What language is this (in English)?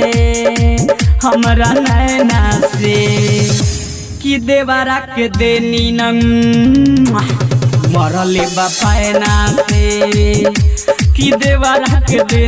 Bhojpuri